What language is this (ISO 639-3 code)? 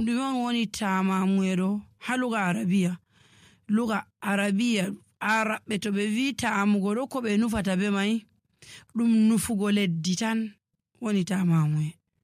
fuv